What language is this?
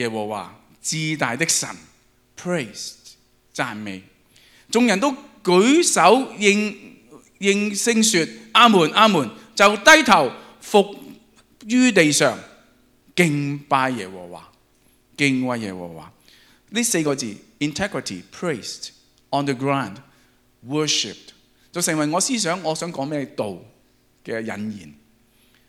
Cantonese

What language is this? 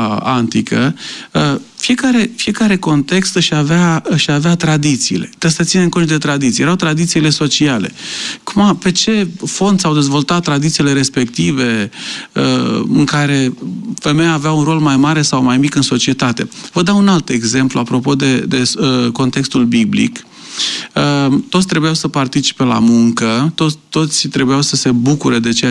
Romanian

